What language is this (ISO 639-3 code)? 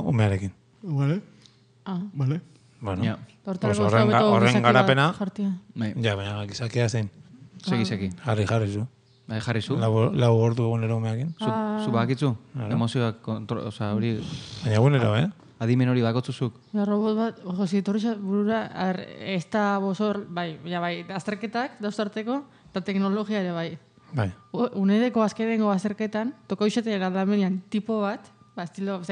eus